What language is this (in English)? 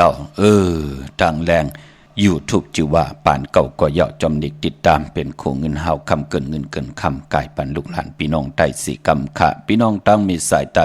Shan